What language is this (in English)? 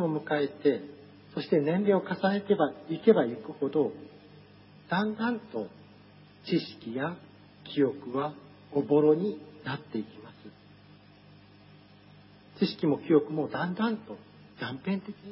Japanese